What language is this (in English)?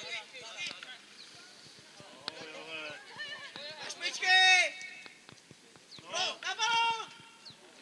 Czech